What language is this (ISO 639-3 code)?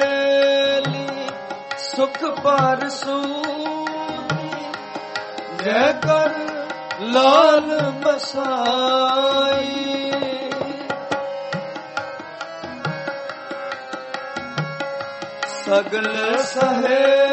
pan